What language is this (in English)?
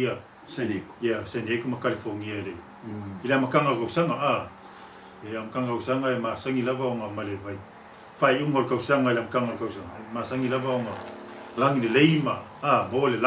Samoan